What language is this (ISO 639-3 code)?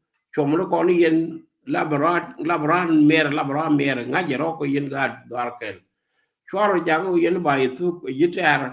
nus